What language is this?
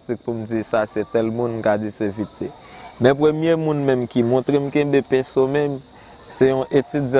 Haitian Creole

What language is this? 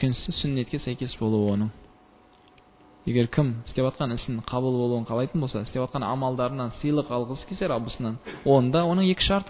Kazakh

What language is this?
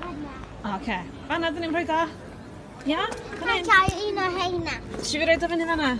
Welsh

